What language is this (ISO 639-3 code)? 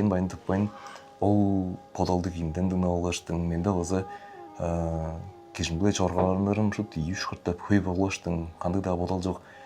tyv